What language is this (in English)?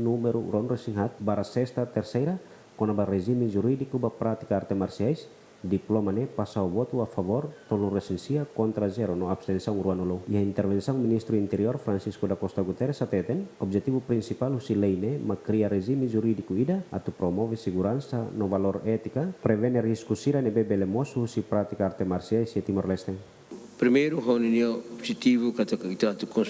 Tetum